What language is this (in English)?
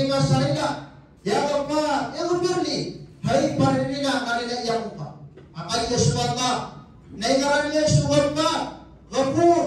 Maranao